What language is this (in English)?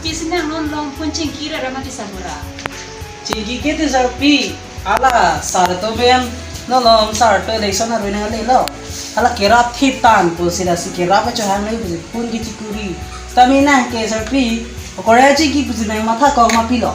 Karbi